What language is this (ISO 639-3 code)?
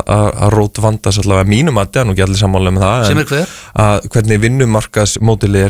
isl